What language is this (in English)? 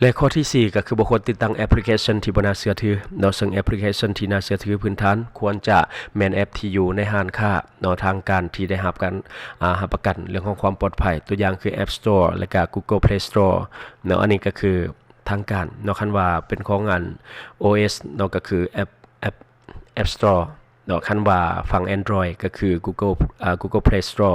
Lao